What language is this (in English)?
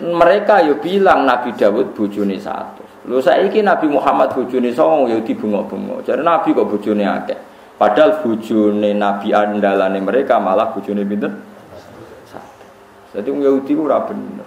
Javanese